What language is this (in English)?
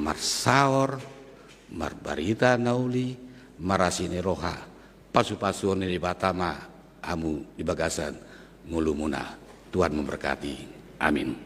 Batak Toba